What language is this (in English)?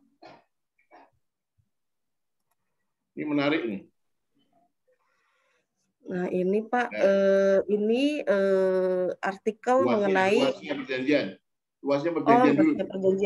Indonesian